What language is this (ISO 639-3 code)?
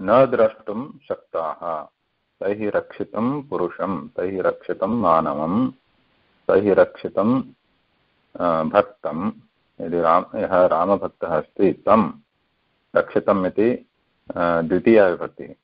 san